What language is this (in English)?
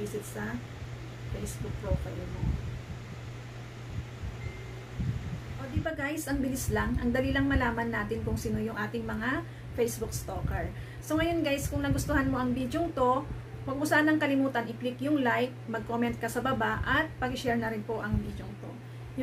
Filipino